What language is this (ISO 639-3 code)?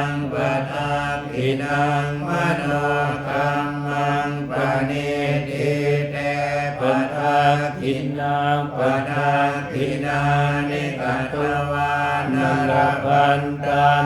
pli